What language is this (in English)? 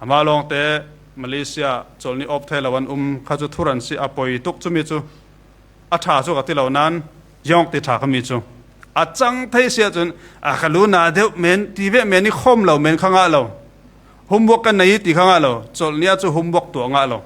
Falam Chin